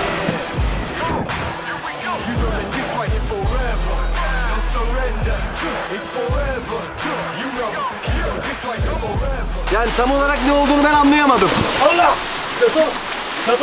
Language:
Turkish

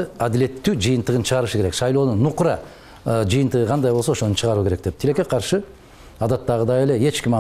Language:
Kyrgyz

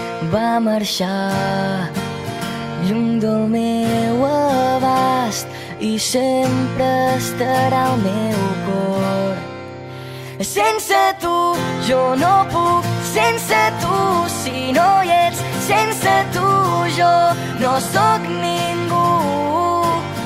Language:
Catalan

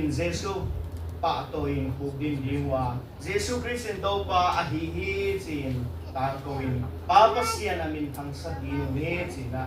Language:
Tedim Chin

